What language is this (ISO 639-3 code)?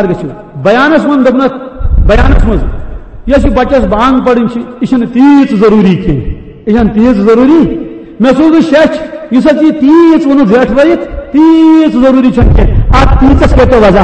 kas